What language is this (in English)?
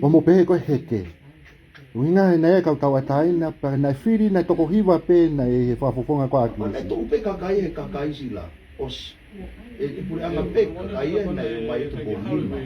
Tongan